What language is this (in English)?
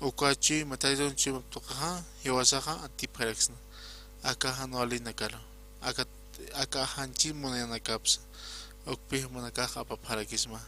Aymara